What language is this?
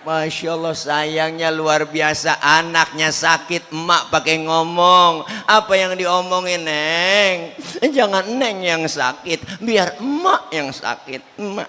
Betawi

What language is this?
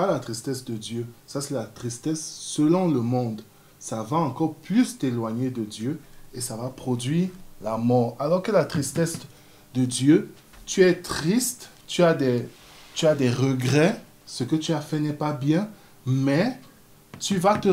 French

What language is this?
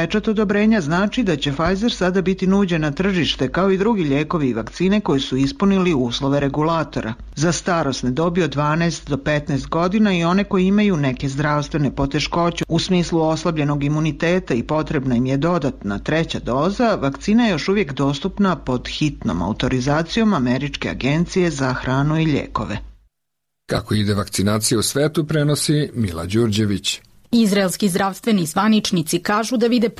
Serbian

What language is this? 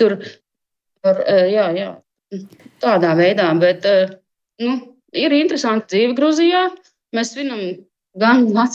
Latvian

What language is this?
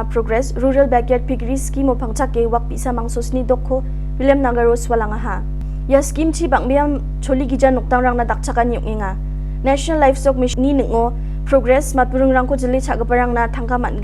Garo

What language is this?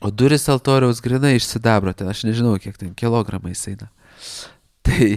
Lithuanian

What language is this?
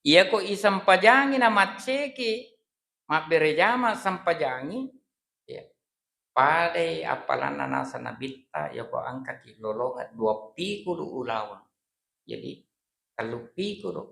Buginese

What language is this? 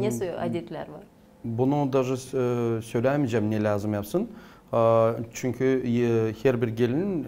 Gagauz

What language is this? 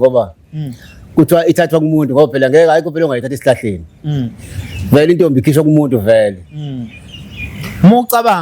Zulu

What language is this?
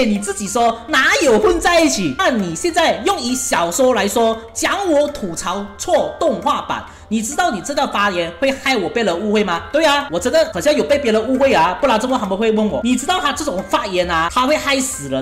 Chinese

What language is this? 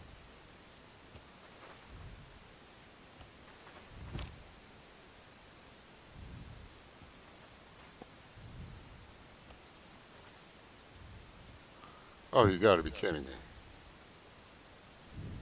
English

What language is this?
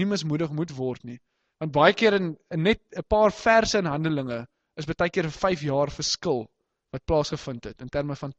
Afrikaans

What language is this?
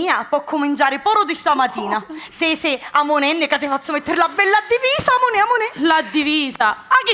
Sicilian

